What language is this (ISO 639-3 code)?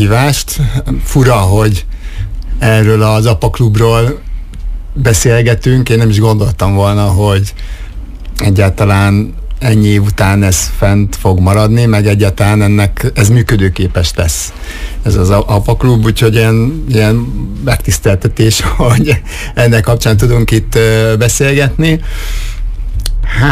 hun